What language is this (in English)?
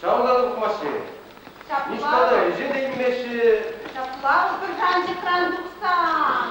Chuvash